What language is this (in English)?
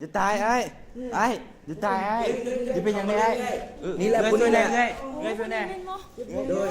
Lao